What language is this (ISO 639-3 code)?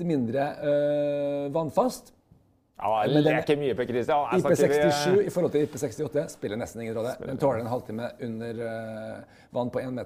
nor